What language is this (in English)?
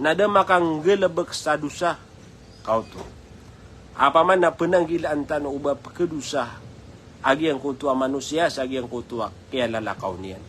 Maranao